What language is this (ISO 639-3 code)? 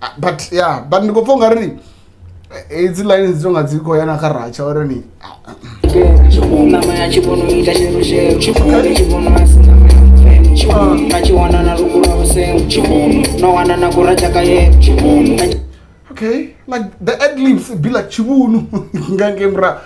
ven